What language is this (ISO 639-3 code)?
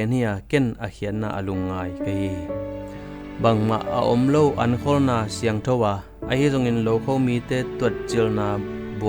ctd